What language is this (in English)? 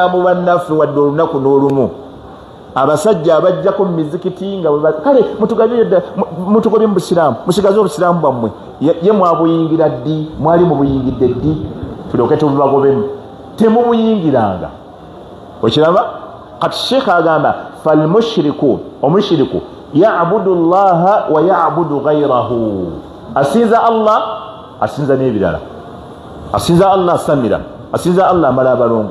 Ganda